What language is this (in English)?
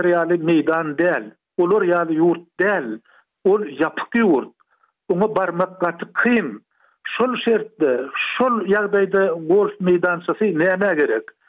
Turkmen